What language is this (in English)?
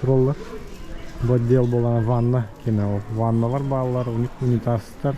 Yakut